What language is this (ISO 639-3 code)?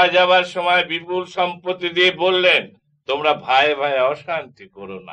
ben